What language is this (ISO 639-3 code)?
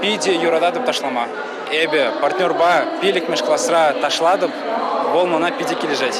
chv